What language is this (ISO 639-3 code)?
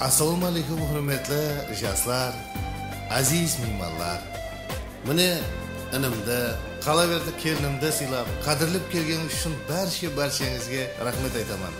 kaa